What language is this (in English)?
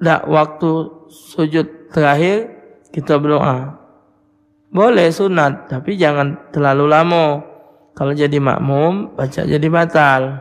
Musi